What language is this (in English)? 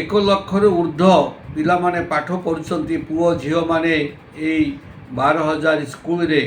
Odia